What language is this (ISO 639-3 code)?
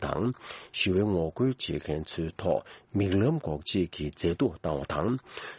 bod